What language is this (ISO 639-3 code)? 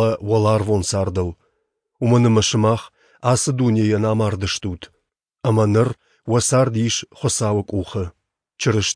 oss